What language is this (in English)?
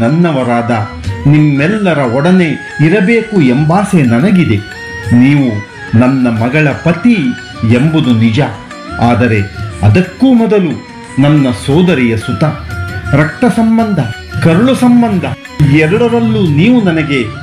Kannada